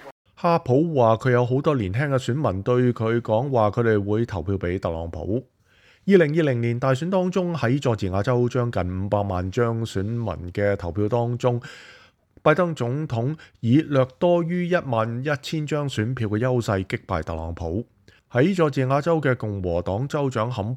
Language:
Cantonese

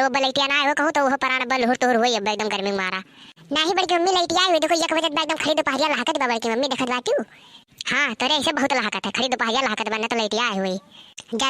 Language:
Awadhi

